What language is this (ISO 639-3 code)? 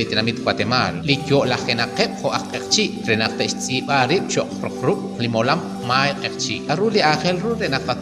kek